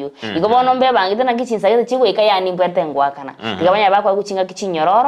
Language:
Gusii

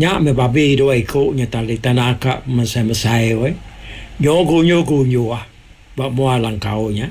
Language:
Iban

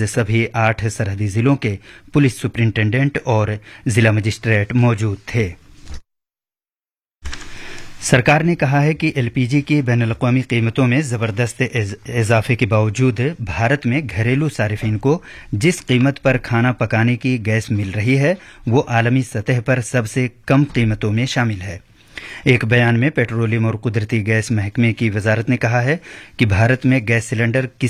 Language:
Urdu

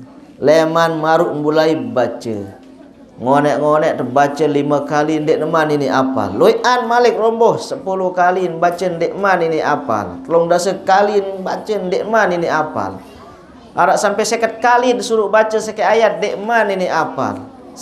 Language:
Sasak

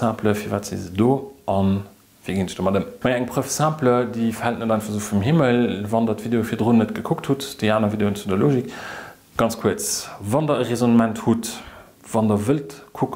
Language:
Luxembourgish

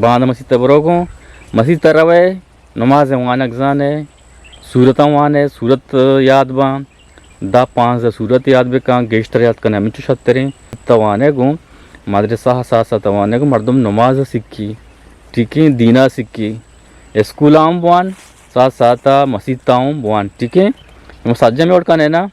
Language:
Eastern Balochi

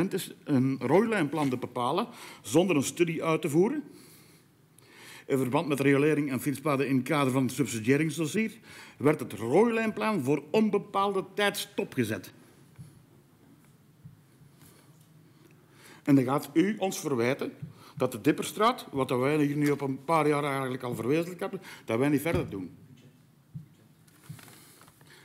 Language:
Dutch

